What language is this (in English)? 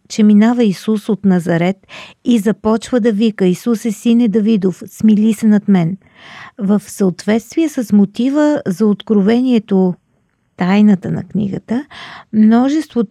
Bulgarian